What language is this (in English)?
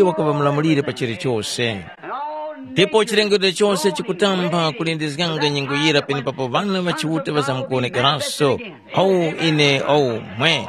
Tumbuka